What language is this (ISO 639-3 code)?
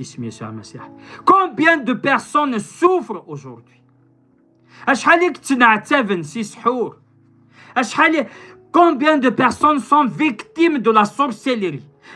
kab